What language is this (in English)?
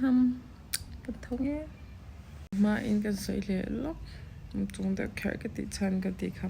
Mizo